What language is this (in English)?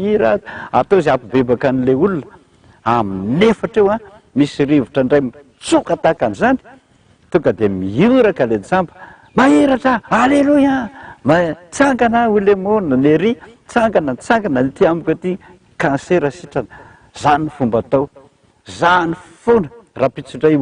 Malagasy